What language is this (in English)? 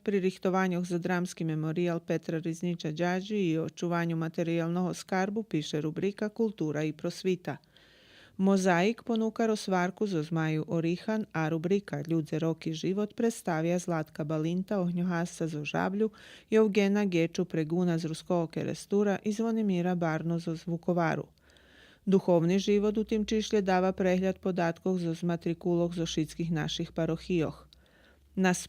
Rusyn